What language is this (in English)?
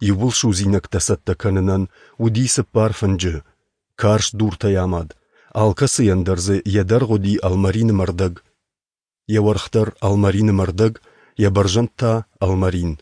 Ossetic